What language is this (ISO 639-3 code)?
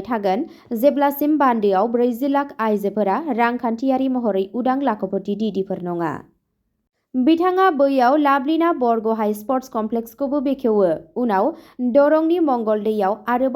brx